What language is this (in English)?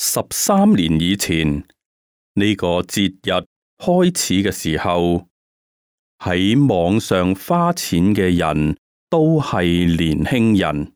Cantonese